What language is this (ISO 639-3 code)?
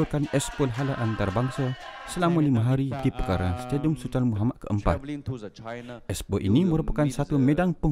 msa